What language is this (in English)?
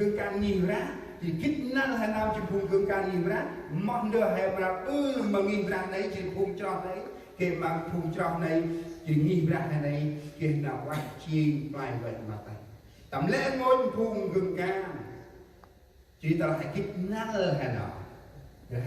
Central Mnong